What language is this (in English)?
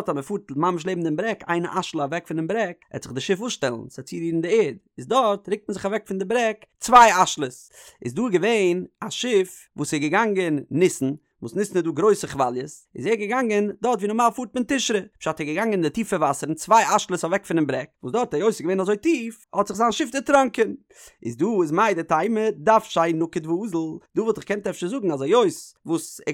Yiddish